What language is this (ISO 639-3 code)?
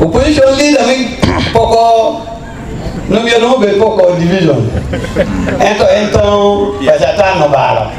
ach